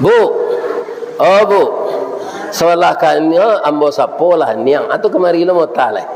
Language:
Minangkabau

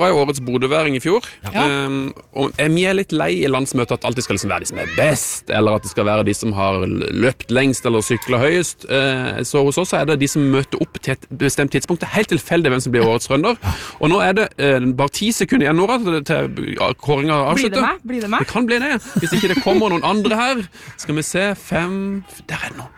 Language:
Norwegian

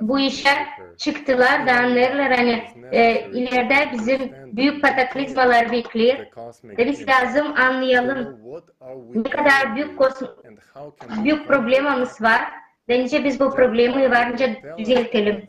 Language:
Gagauz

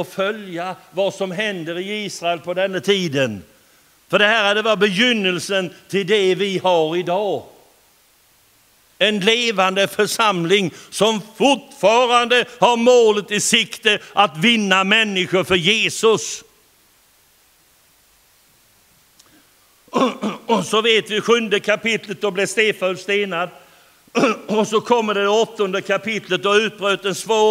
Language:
Swedish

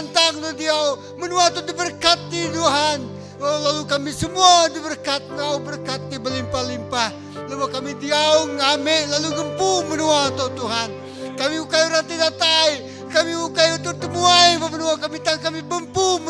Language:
Iban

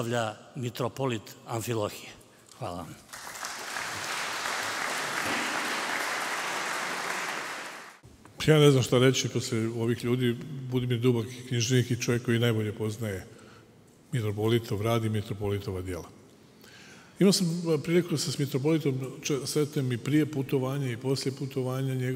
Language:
Serbian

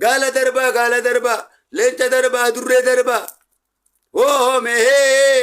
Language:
Oromo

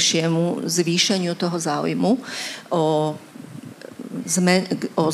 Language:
Slovak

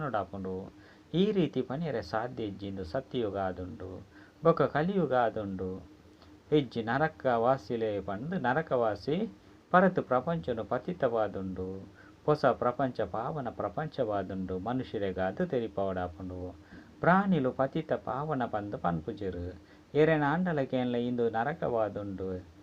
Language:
Tulu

